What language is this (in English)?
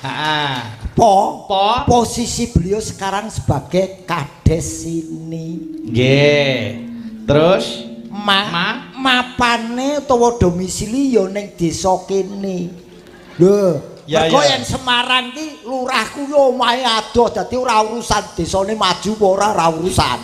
Javanese